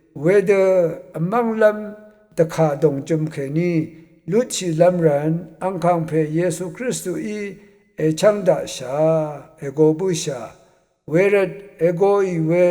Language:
Rawang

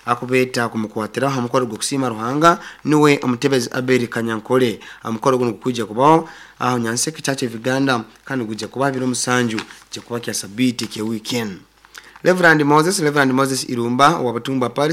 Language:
Nyoro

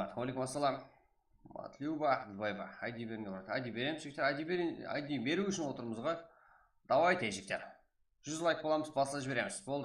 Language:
Kara-Kalpak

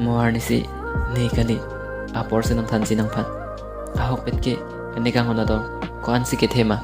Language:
Karbi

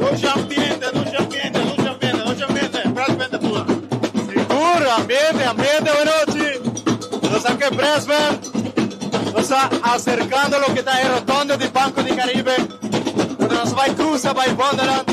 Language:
Papiamento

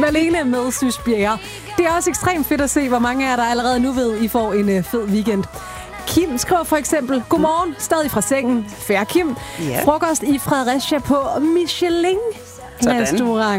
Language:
Danish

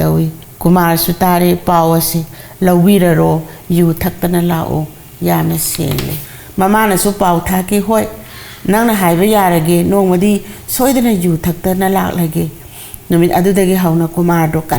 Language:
Manipuri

